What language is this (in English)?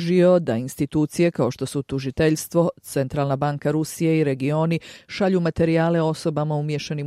Bosnian